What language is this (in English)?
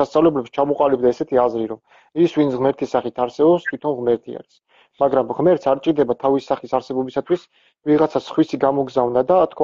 Georgian